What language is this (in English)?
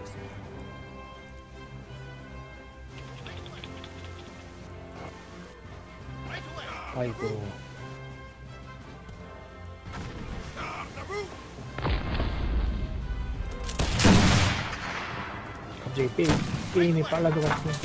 Korean